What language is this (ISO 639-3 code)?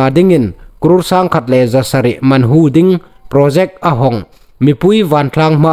hmr